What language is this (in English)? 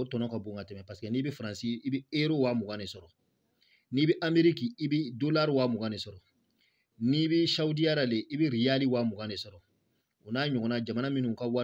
Bambara